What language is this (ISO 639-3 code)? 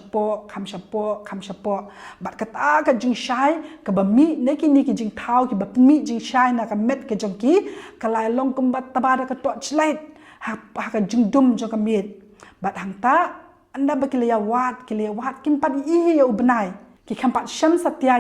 kha